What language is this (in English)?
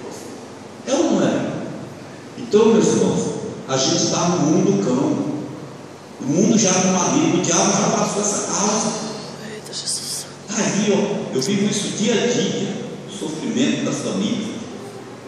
Portuguese